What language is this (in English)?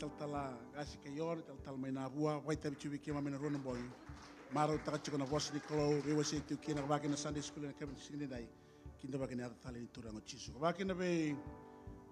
Fijian